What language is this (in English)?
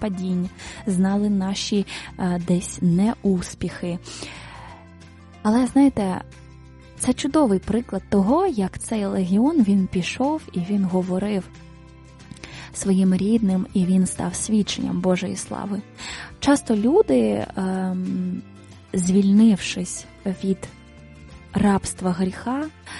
Ukrainian